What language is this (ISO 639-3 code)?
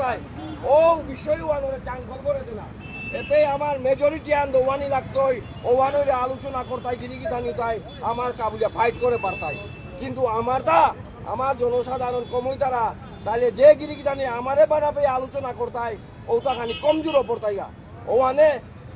bpy